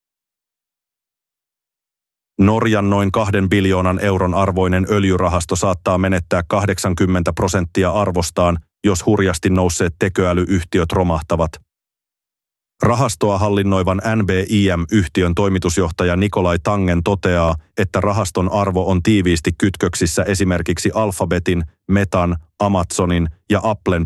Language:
Finnish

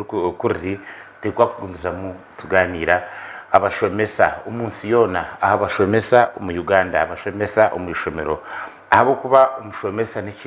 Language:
Nyankole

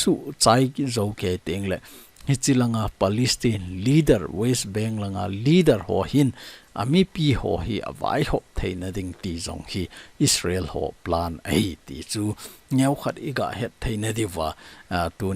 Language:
Thado Chin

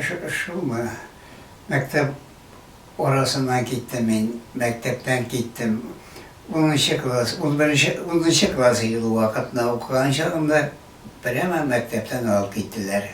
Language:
Bashkir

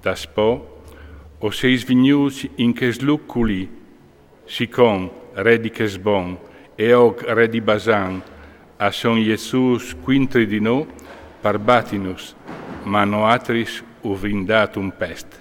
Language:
Friulian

